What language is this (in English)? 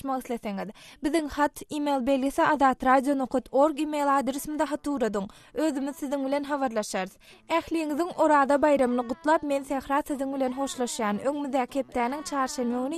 Turkmen